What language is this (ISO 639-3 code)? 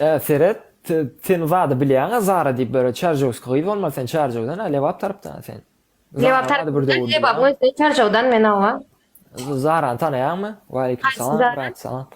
tuk